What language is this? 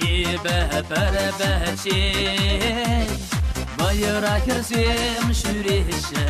Chuvash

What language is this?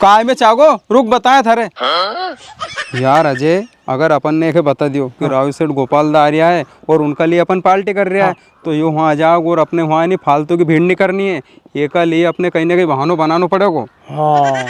Rajasthani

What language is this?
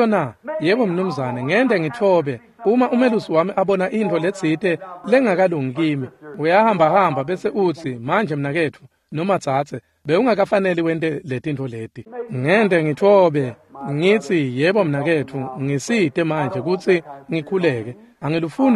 Swati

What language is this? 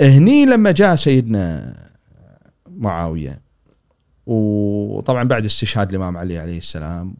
Gulf Arabic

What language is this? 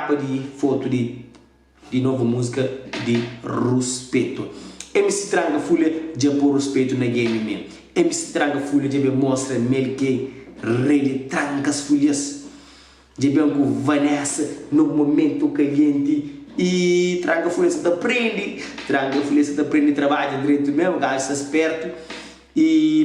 Kabuverdianu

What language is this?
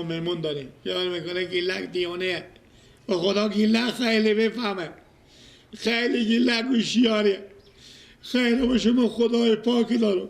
Persian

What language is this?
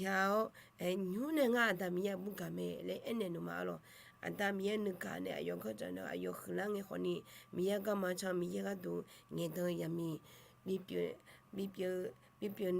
Akha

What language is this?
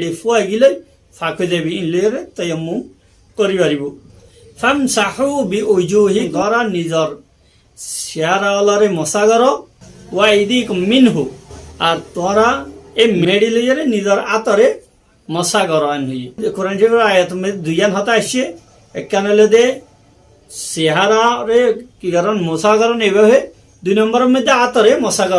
Rohingya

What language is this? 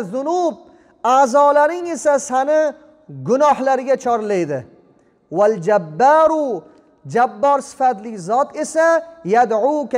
Uzbek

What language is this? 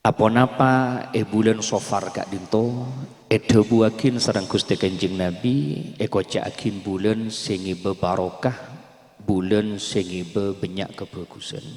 Madurese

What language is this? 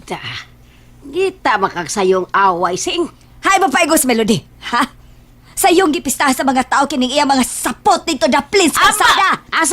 Cebuano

